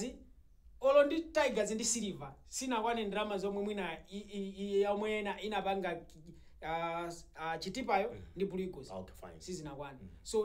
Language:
Nyanja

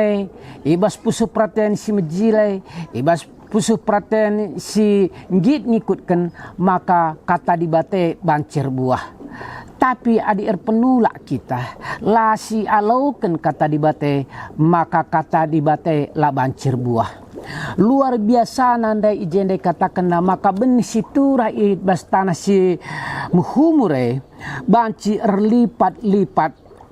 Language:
Batak Karo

